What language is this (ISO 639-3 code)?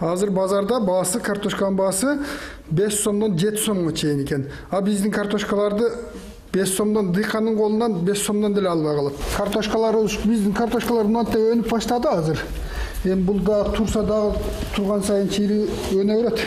kir